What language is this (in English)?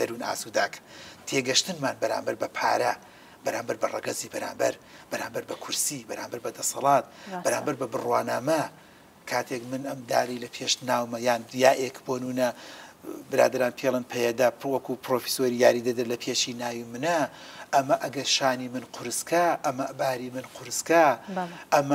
Central Kurdish